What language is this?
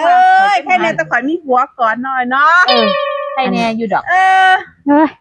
Northeastern Thai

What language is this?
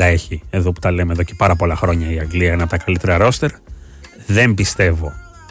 Greek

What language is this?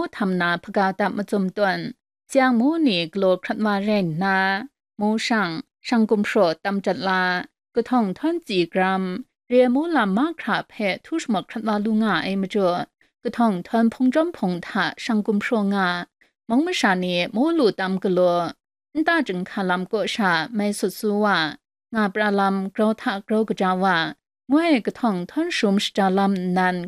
Kachin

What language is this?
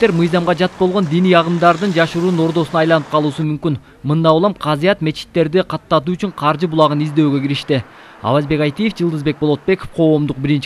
Kyrgyz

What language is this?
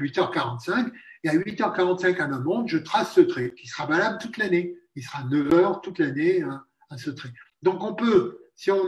French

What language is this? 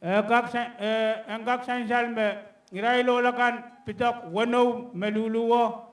Pohnpeian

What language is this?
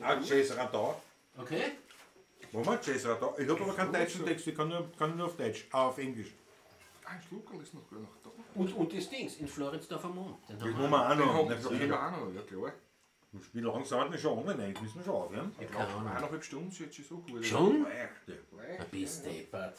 Bavarian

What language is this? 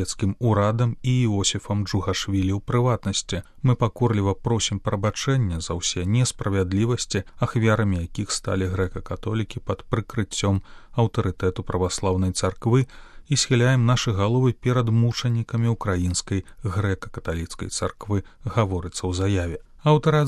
Belarusian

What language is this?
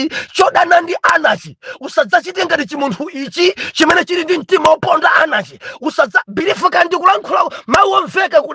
Nyanja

